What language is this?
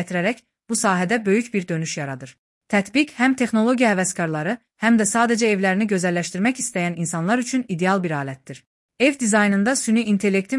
Azerbaijani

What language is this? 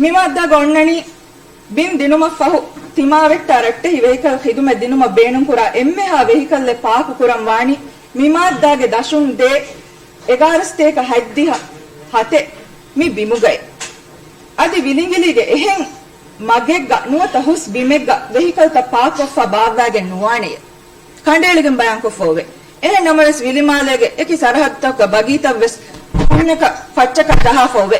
Divehi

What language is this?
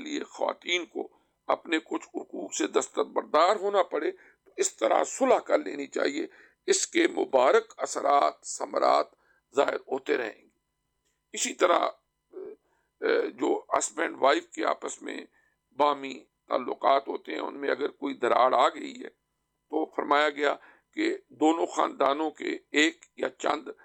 Urdu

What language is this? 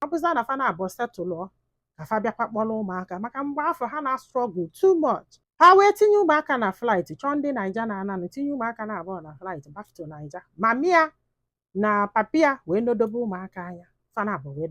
Igbo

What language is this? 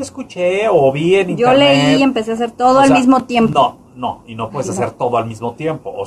Spanish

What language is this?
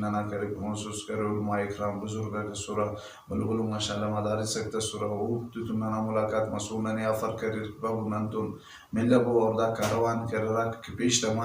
Brahui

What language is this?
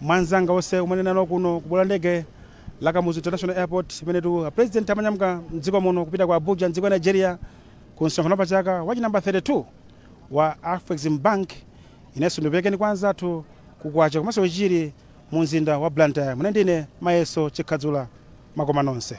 Nyanja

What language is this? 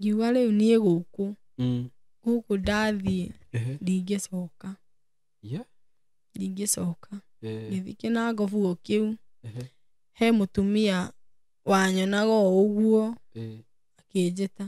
Kikuyu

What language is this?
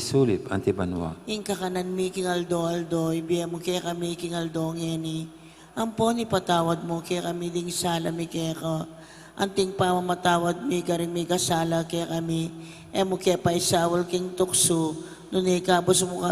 Pampanga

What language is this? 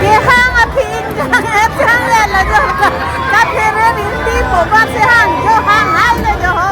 Karbi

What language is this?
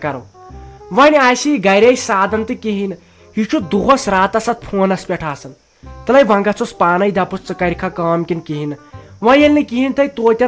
Kashmiri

